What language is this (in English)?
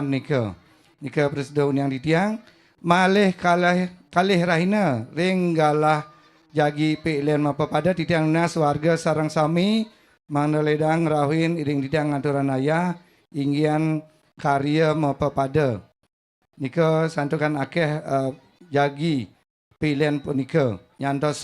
Balinese